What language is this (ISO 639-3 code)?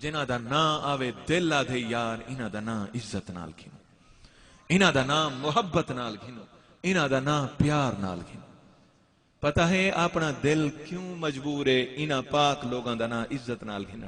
skr